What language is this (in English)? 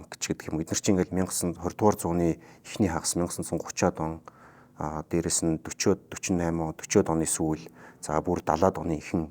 Mongolian